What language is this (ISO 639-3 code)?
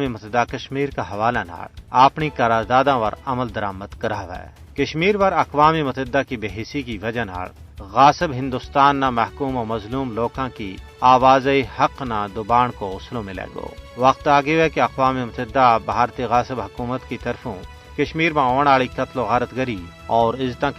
gju